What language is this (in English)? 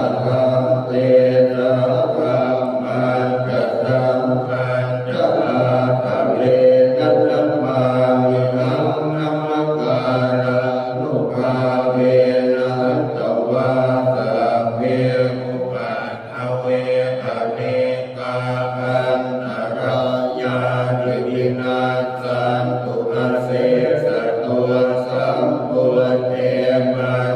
Pali